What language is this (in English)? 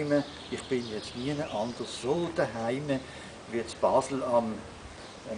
Swiss German